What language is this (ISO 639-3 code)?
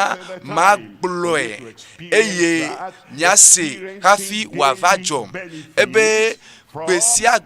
ewe